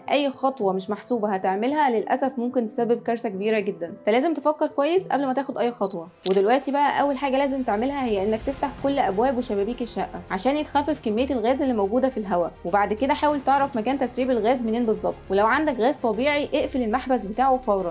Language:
Egyptian Arabic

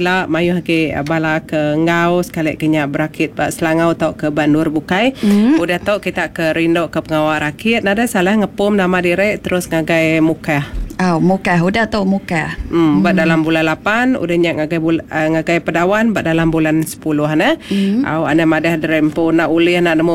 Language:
Iban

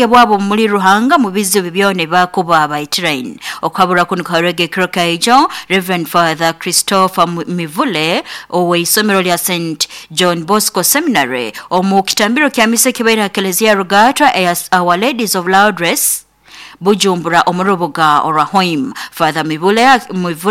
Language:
Nyoro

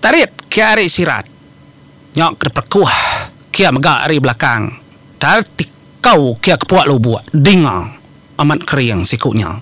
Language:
Iban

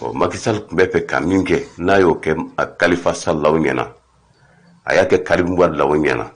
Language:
Bambara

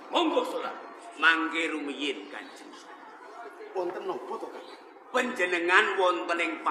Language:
Javanese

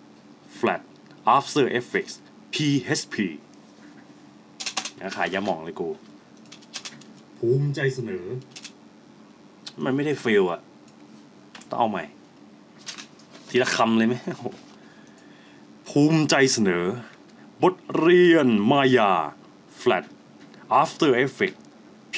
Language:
Thai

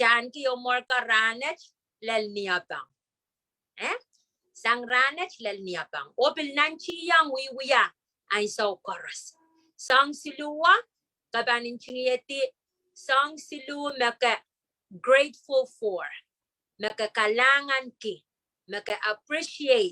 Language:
Pohnpeian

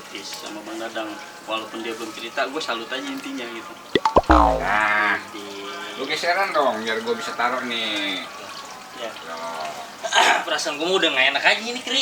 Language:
Betawi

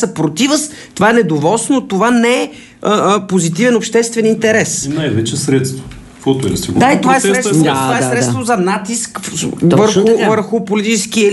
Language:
Bulgarian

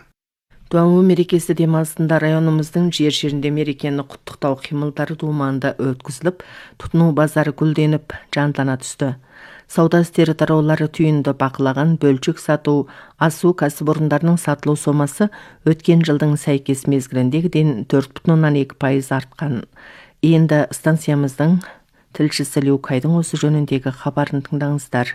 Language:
Kazakh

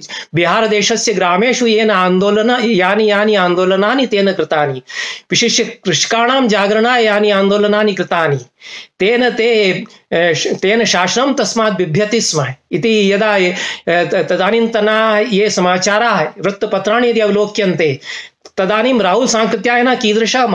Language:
Sanskrit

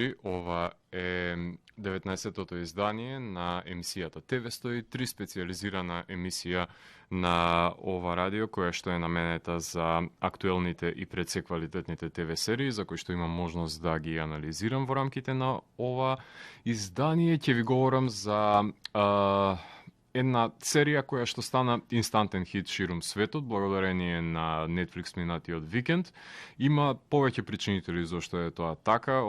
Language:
Macedonian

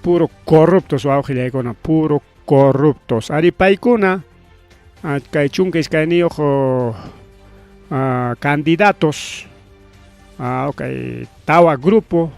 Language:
Ayacucho Quechua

